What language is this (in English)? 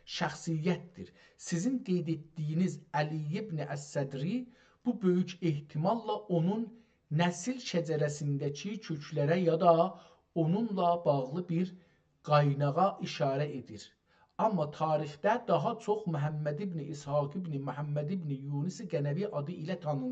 South Azerbaijani